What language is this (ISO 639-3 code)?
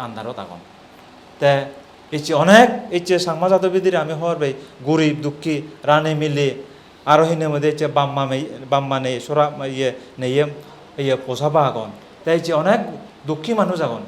ccp